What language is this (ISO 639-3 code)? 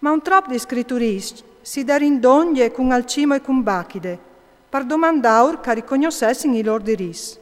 fur